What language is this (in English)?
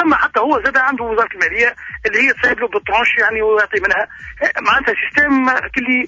Tunisian Arabic